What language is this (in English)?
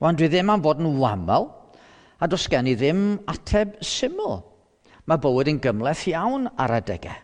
Welsh